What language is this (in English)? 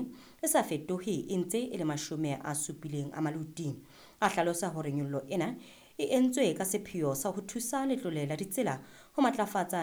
Southern Sotho